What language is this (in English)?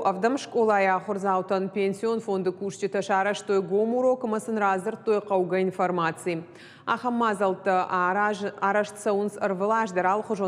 Ossetic